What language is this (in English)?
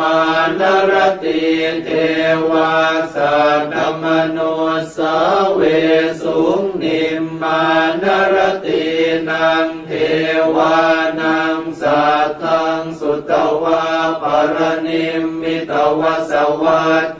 Pali